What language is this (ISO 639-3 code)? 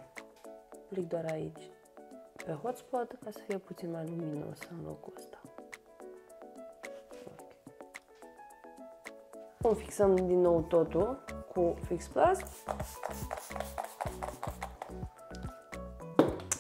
ron